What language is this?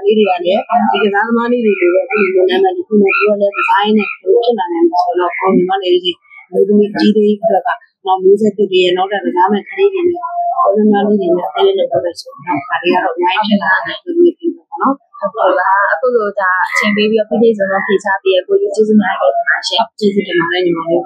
Burmese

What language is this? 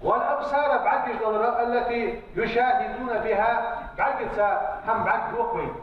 Ingush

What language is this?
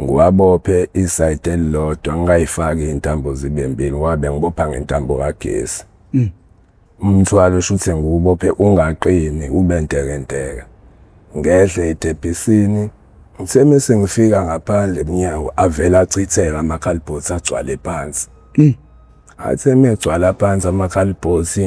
Zulu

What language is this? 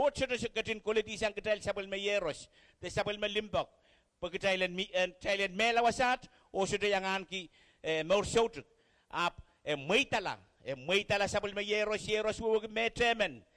Pohnpeian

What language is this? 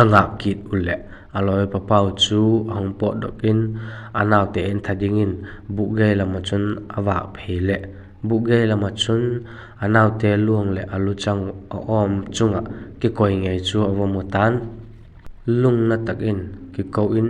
Vaiphei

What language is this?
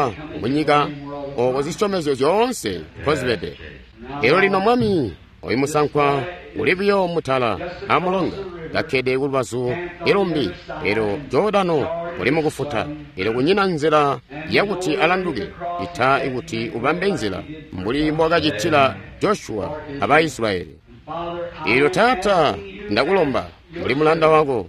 Tonga (Zambia)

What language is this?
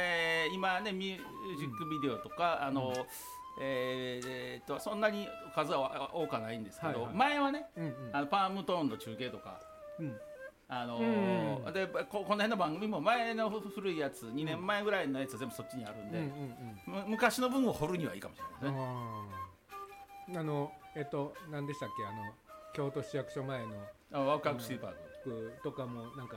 Japanese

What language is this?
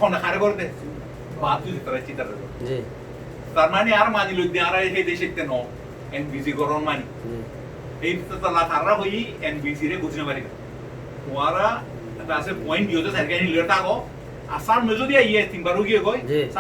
Rohingya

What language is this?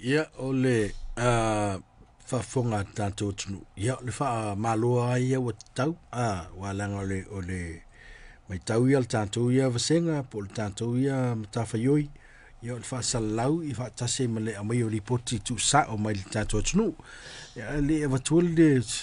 Samoan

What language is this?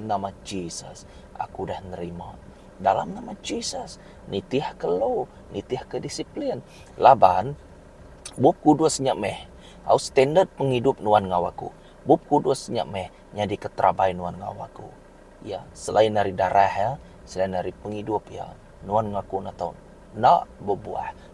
Iban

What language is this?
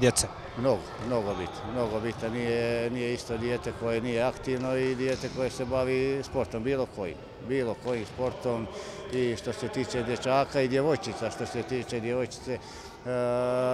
Bosnian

